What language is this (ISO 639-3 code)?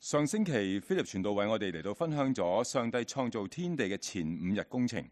yue